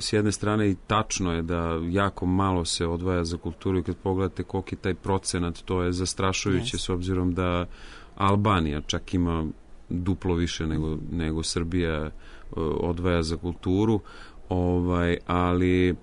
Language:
Serbian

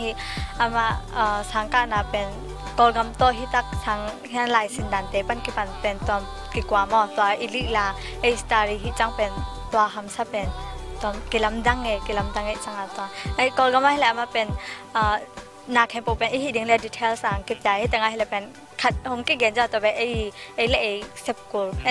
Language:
Tedim Chin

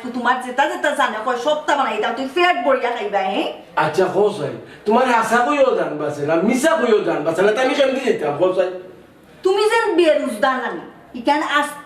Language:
Sylheti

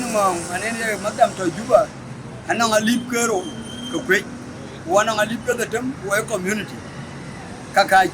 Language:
Dinka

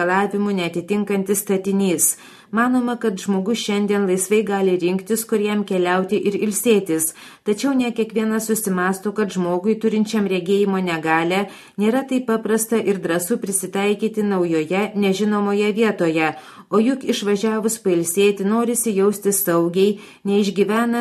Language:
Lithuanian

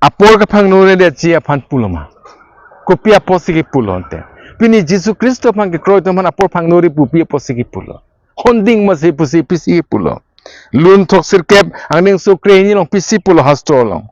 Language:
Karbi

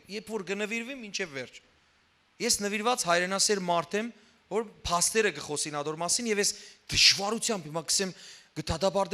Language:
Western Armenian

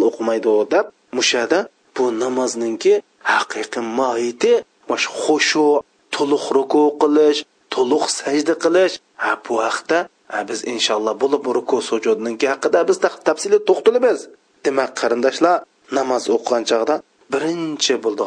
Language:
Uyghur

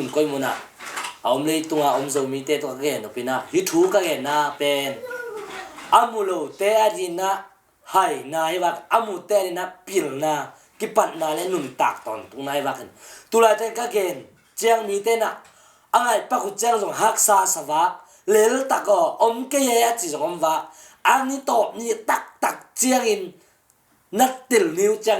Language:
Tedim Chin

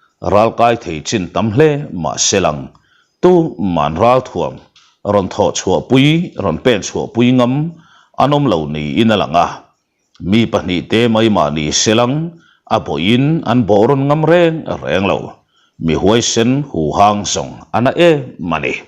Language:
Mizo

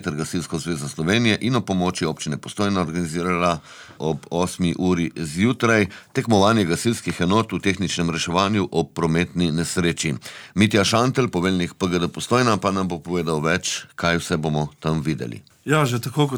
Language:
Slovenian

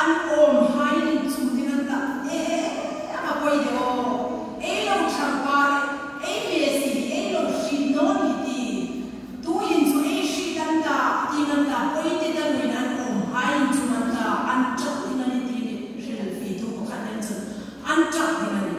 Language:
Hmar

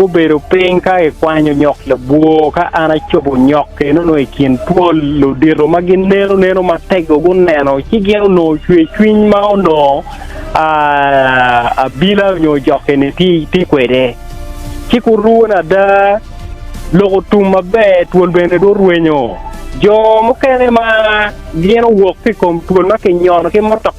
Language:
Acoli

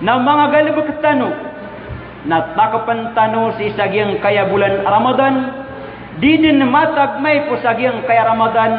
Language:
Maranao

